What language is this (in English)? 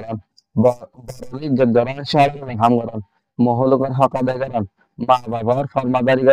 Rohingya